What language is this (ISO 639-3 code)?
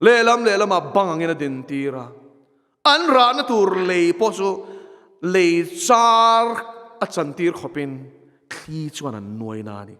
lus